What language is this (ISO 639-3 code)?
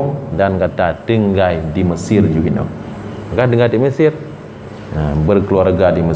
ace